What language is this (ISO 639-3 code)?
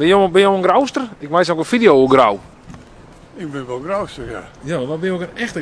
fry